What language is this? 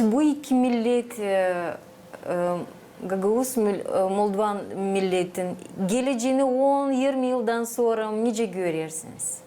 Gagauz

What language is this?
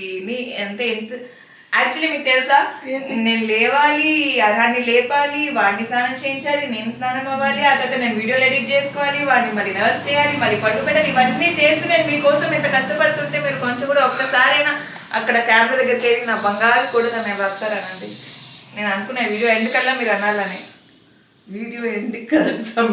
Telugu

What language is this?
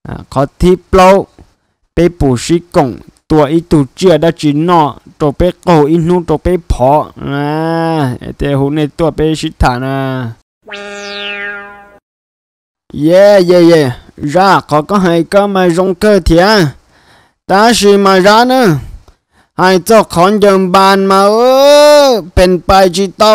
Vietnamese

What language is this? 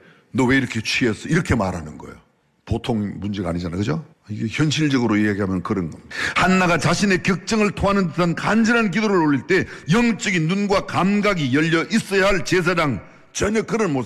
Korean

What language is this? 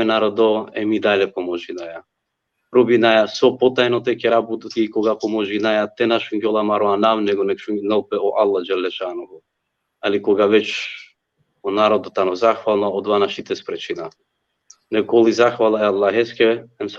Balkan Romani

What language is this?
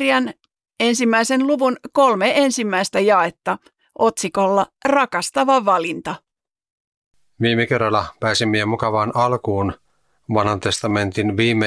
Finnish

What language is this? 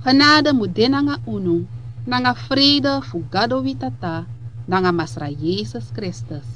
Sranan Tongo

